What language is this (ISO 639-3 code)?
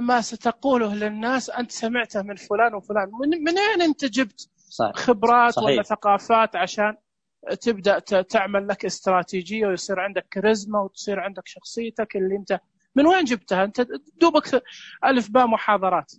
ars